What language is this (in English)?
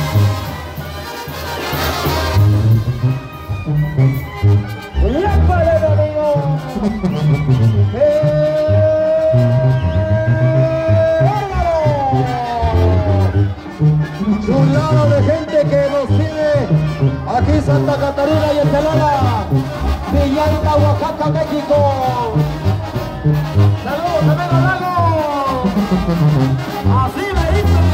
Spanish